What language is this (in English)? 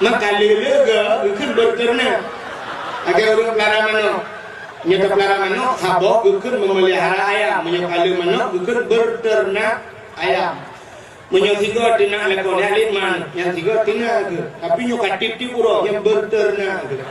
Achinese